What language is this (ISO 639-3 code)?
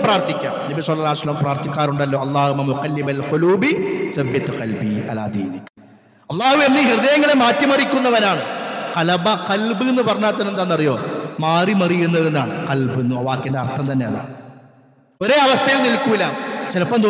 mal